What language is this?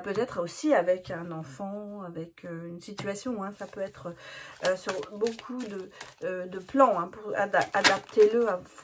French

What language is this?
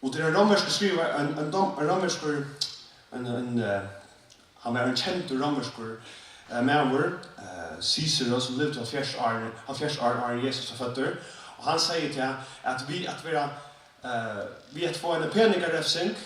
Faroese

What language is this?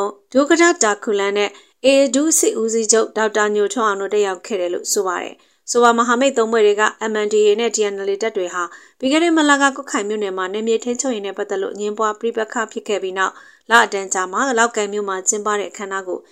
Burmese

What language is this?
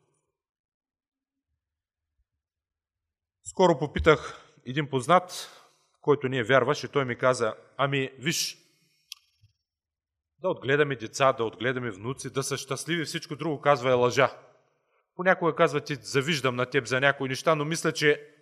Bulgarian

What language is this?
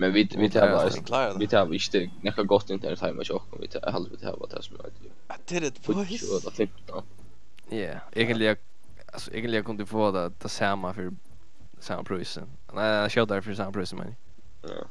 Faroese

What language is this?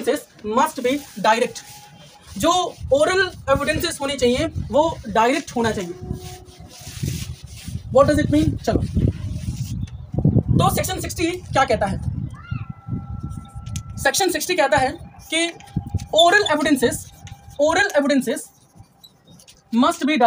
Hindi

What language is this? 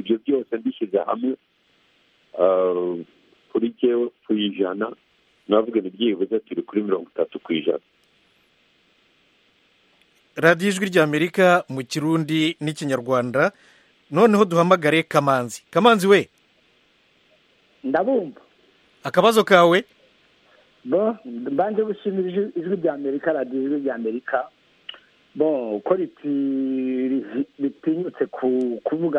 Kinyarwanda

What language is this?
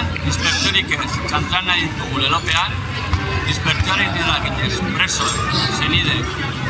Basque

